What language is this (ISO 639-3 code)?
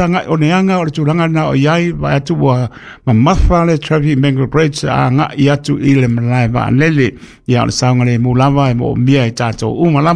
smo